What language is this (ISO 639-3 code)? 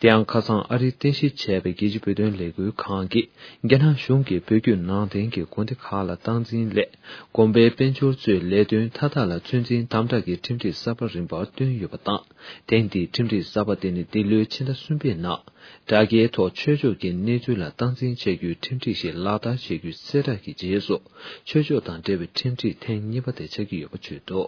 bod